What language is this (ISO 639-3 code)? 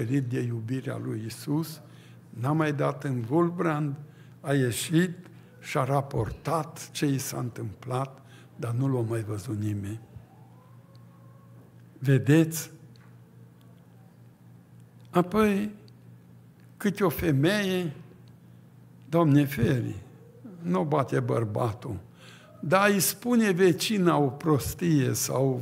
ron